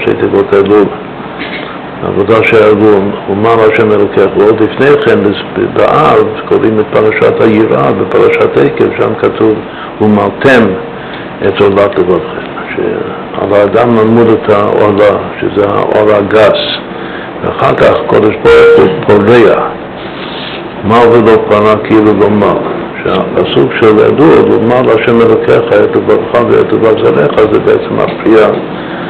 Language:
Hebrew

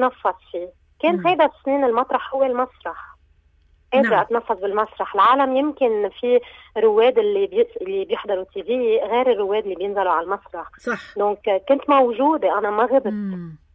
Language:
North Levantine Arabic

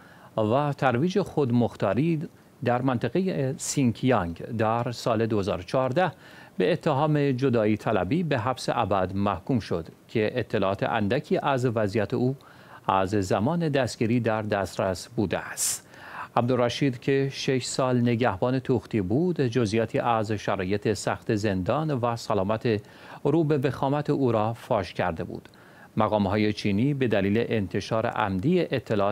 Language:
Persian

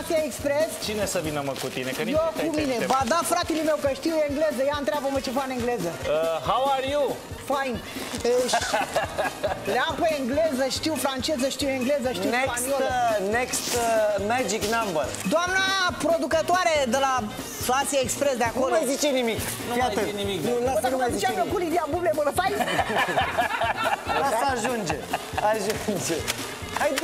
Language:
Romanian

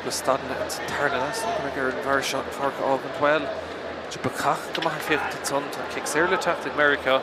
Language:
Irish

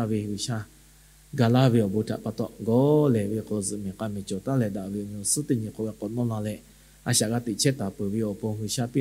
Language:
Lahu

